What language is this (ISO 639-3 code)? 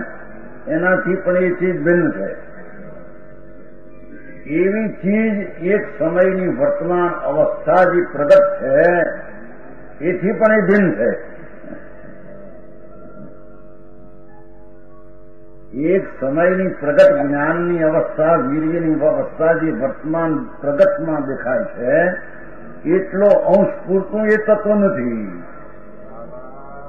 guj